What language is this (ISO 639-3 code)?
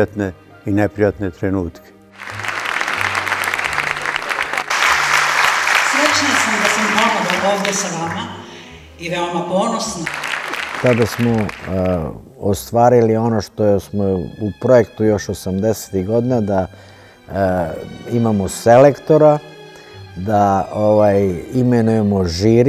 srp